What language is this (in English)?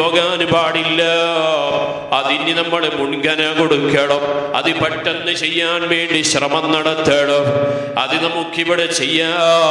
Malayalam